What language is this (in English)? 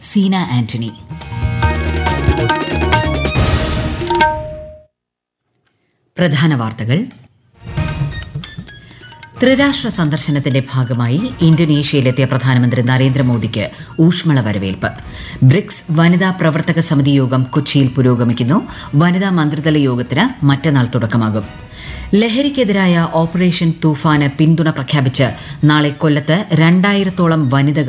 Malayalam